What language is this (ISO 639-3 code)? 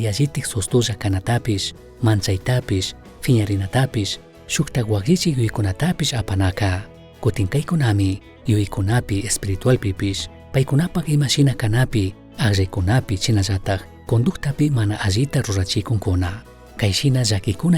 qug